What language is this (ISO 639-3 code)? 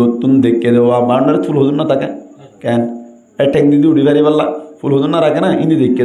rhg